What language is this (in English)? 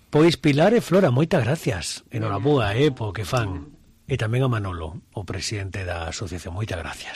Galician